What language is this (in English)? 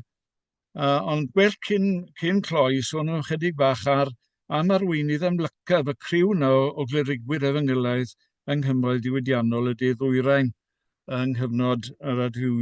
Welsh